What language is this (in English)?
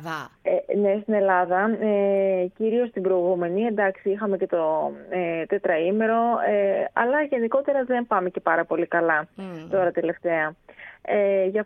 Greek